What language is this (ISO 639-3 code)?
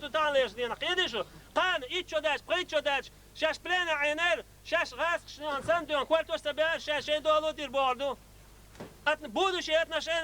che